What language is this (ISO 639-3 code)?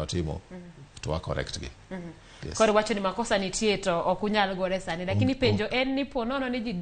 luo